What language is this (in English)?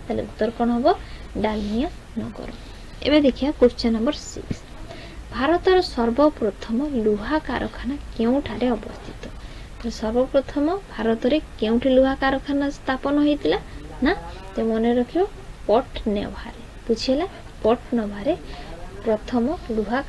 Odia